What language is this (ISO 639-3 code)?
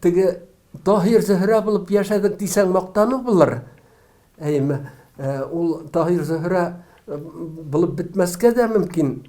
tat